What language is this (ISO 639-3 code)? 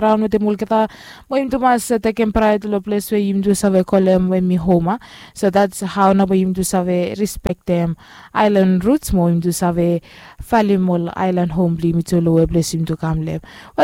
bis